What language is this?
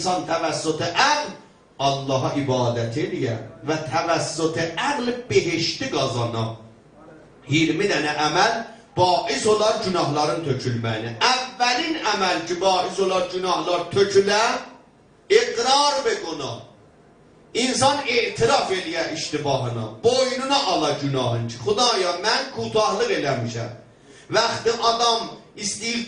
South Azerbaijani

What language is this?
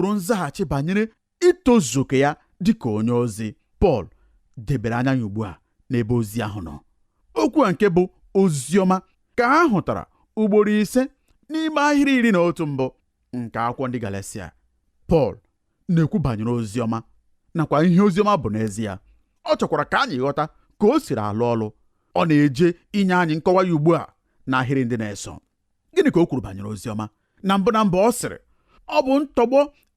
Igbo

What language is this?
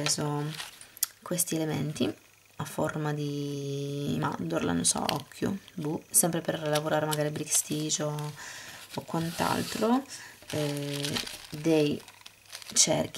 Italian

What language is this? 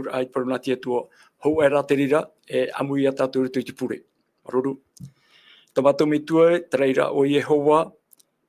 Tahitian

